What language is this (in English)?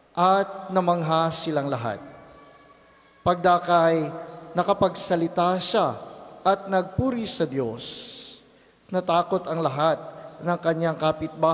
Filipino